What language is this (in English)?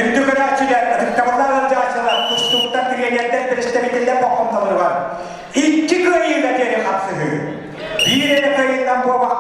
Yakut